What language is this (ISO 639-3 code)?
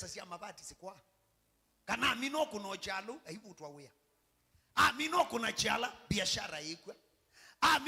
kam